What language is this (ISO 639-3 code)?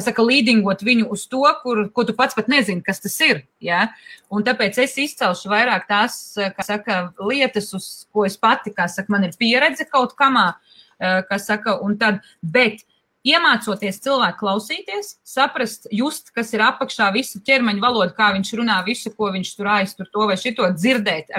lav